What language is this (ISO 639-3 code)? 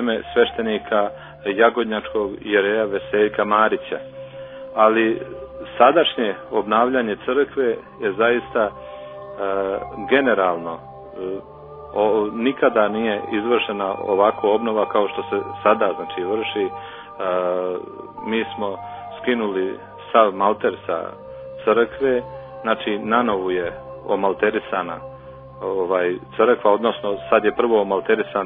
srp